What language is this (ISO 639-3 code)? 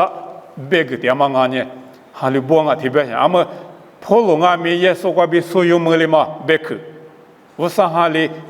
lis